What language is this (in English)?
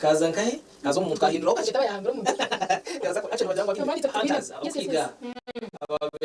Nyankole